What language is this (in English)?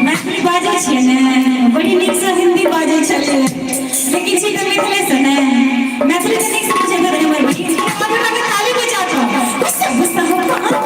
Maithili